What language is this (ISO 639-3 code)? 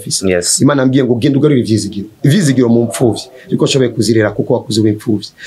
run